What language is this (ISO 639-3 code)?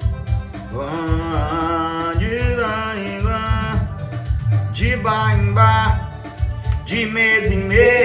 por